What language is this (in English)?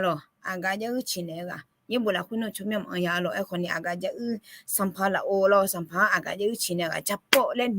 Akha